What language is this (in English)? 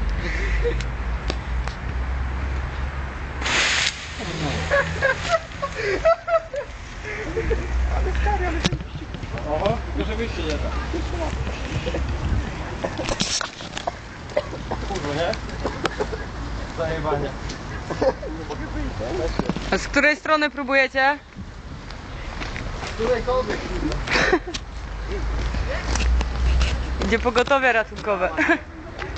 Polish